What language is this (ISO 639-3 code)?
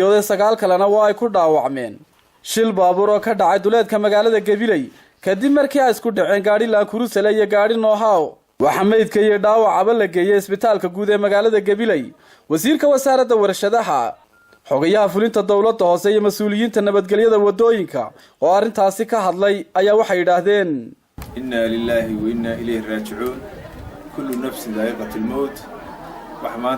som